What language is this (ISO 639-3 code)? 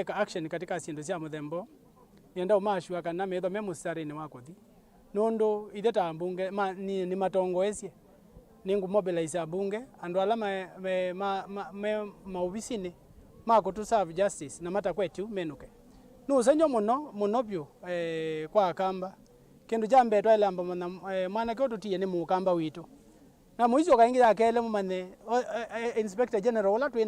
kam